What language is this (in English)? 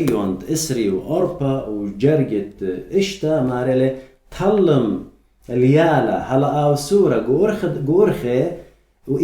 Assyrian Neo-Aramaic